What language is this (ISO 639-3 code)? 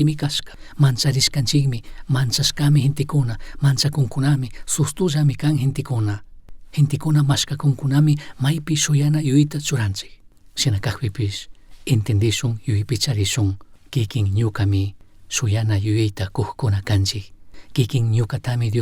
qug